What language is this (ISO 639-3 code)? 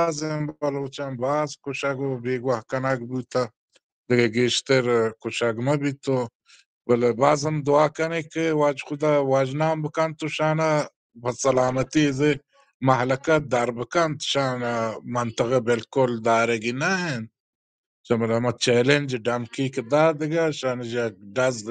bal